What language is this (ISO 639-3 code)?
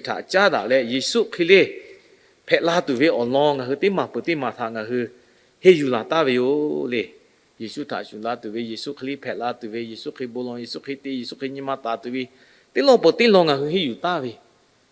lhu